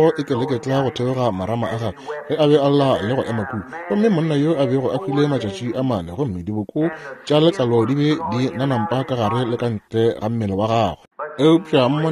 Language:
Northern Sotho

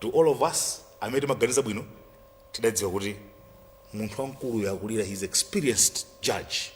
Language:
Nyanja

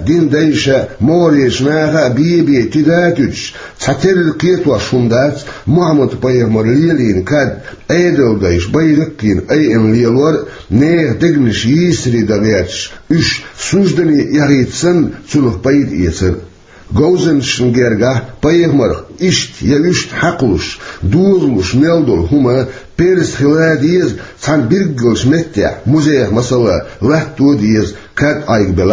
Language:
Chechen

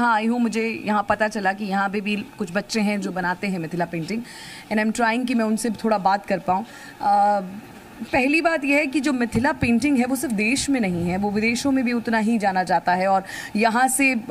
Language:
Hindi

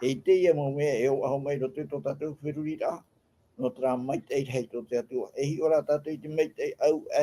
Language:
Tahitian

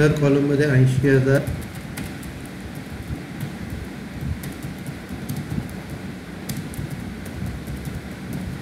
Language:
Marathi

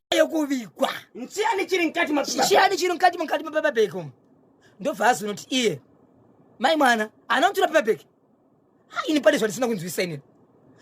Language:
Shona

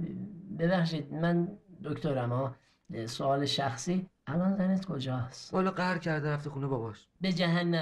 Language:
Persian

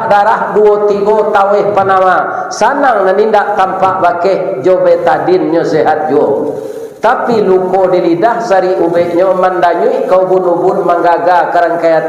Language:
Minangkabau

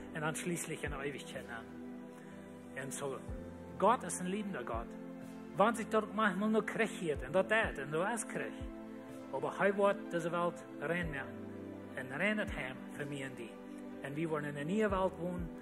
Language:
Plautdietsch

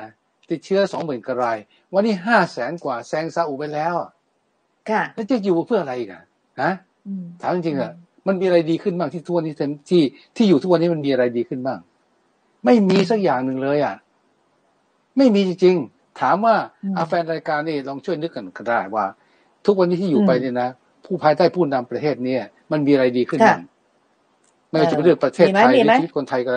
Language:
Thai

